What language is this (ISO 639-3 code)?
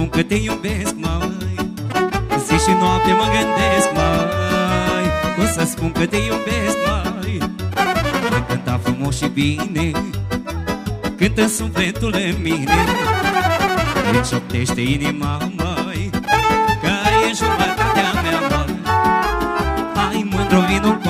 ron